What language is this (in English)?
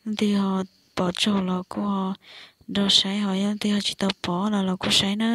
Hmong